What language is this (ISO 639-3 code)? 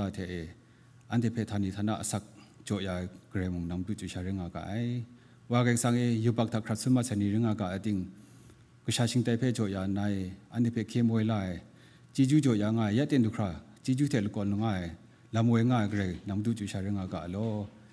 kac